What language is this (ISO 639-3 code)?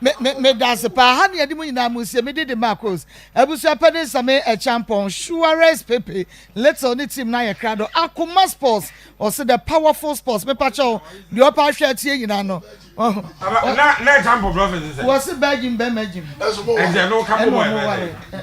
aka